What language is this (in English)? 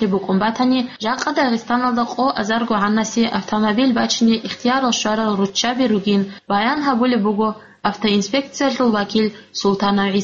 Avaric